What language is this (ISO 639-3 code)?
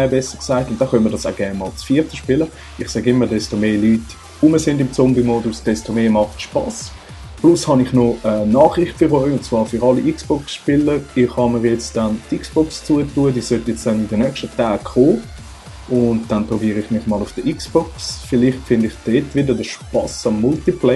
gsw